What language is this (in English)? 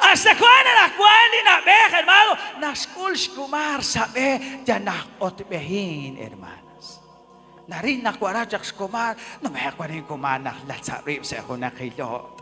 Kekchí